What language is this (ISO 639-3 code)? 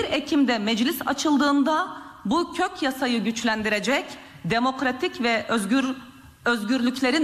tur